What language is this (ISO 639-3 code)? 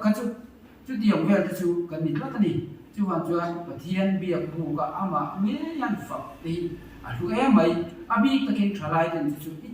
lus